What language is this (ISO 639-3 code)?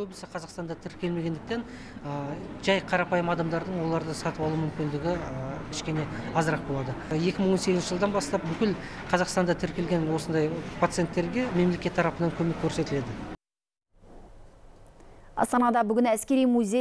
kaz